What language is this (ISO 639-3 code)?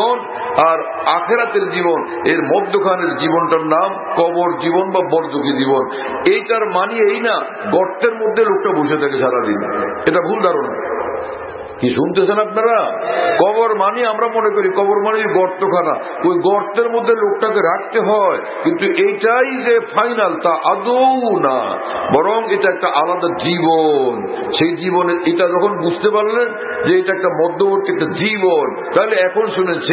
ben